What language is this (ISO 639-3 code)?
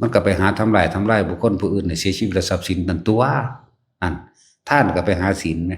tts